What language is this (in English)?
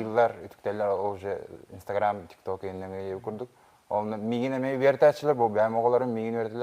Yakut